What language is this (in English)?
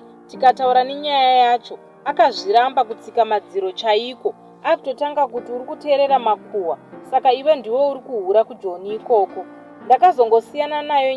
Shona